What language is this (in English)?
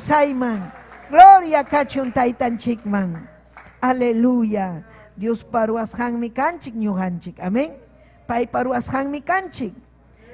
Ayacucho Quechua